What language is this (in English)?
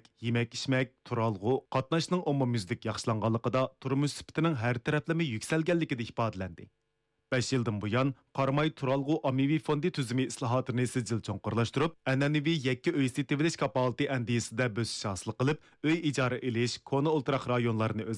Uyghur